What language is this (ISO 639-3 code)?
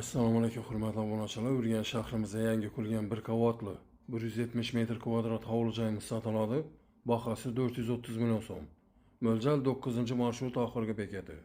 uzb